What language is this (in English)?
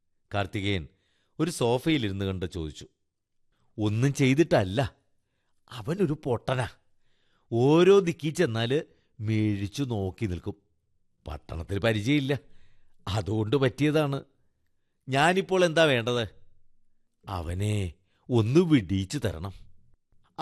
Malayalam